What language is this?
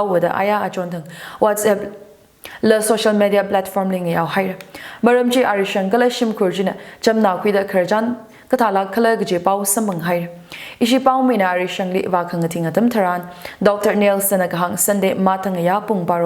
Tangkhul Naga (India)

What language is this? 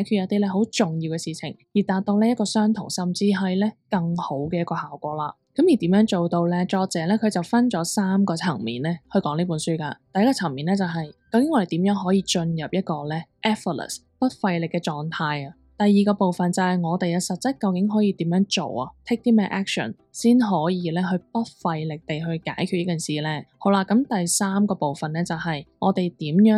Cantonese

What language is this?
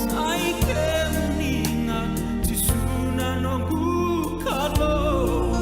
Fijian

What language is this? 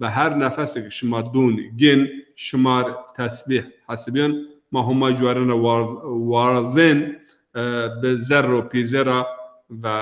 Zaza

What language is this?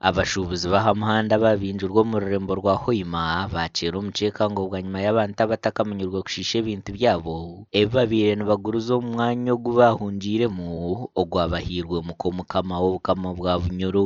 Nyankole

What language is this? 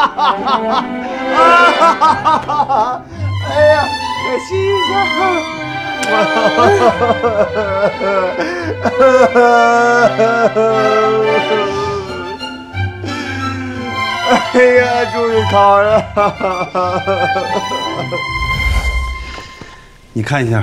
Chinese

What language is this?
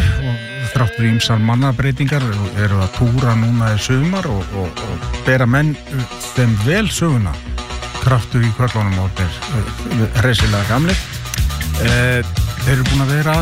Icelandic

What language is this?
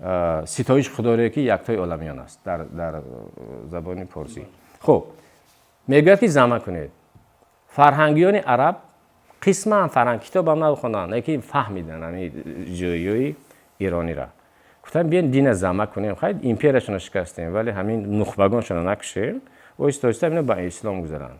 Tajik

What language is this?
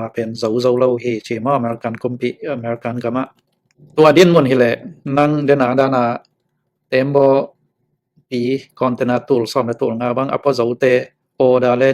Tedim Chin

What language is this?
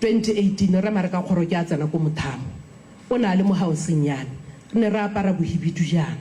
Tswana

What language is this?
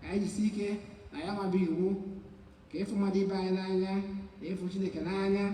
Igbo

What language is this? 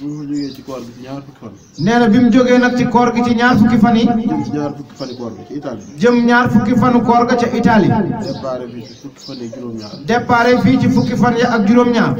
Wolof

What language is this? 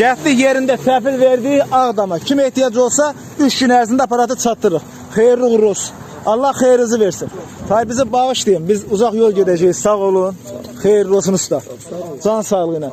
Azerbaijani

